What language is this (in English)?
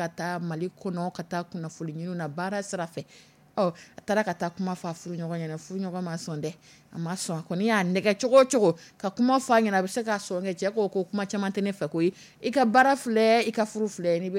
Dyula